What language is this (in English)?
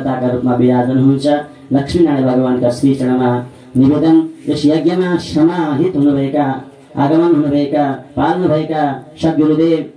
Nepali